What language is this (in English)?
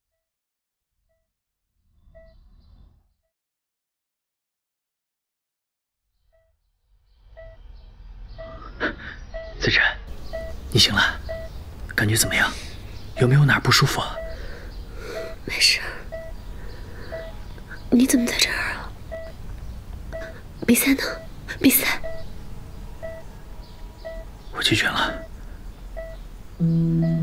Chinese